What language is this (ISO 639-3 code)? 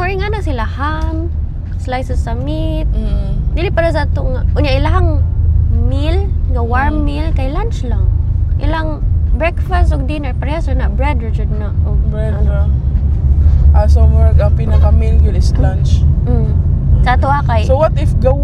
ceb